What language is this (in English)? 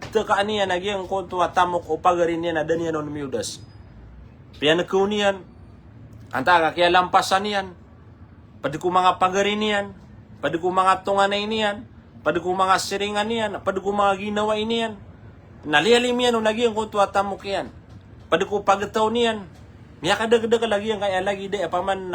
Maranao